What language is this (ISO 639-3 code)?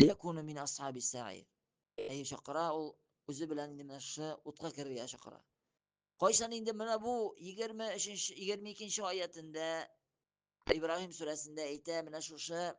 tat